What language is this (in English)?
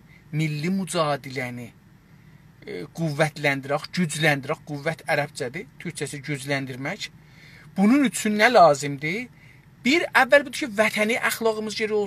South Azerbaijani